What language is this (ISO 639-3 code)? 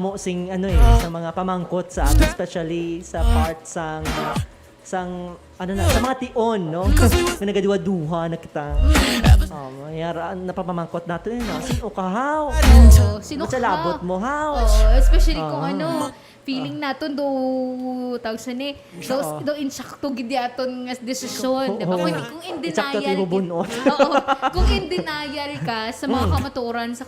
hil